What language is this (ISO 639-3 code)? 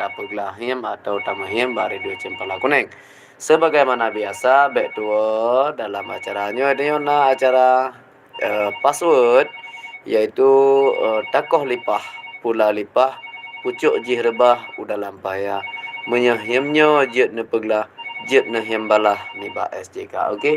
ace